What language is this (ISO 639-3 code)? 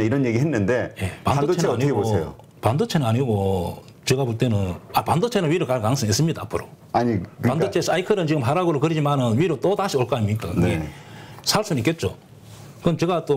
kor